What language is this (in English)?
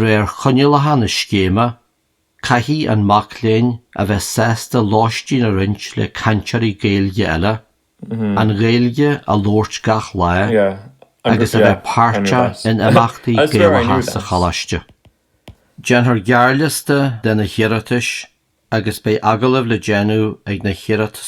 Irish